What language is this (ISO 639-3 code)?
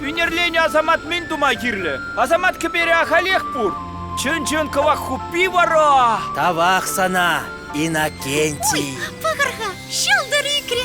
chv